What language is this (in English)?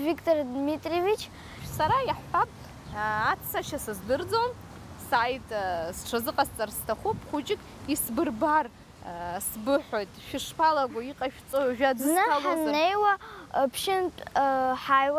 Abkhazian